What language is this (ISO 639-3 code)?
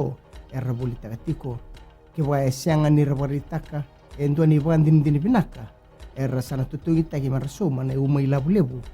fij